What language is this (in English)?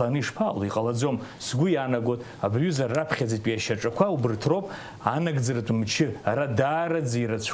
Abkhazian